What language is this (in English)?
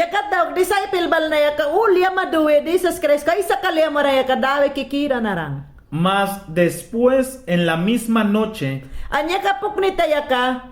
Mayangna